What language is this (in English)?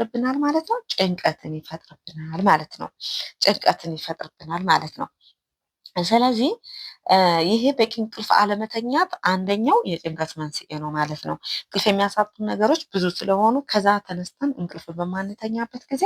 Amharic